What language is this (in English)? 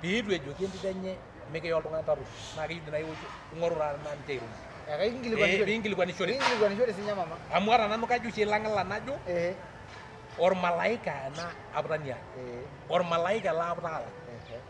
Masai